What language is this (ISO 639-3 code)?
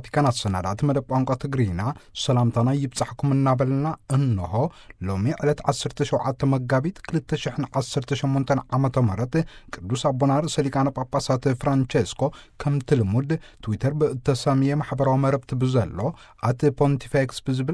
tir